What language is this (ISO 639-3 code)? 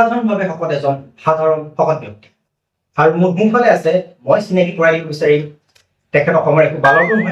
asm